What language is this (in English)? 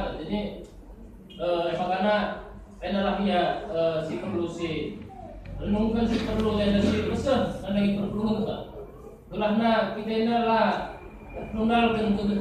Batak Karo